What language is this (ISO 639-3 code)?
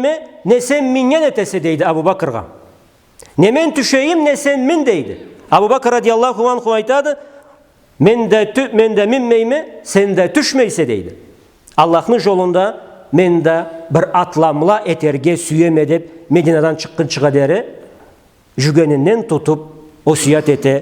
krc